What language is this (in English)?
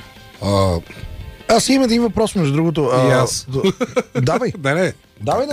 Bulgarian